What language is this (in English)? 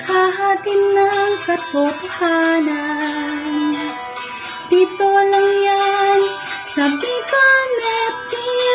Bikol